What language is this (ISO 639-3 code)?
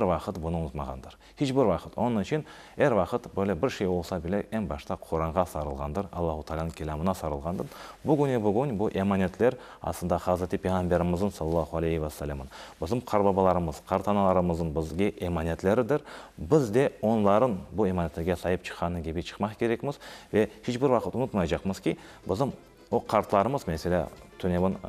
crh